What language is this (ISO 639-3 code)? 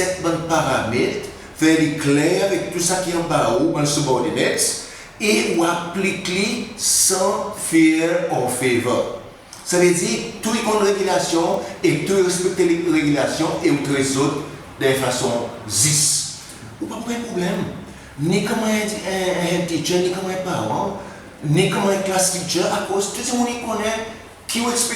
crs